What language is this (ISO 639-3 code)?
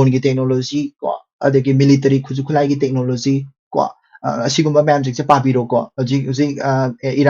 mni